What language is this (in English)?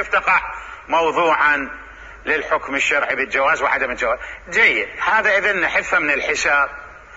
Mesopotamian Arabic